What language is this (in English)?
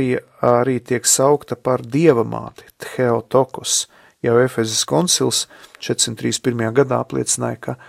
Latvian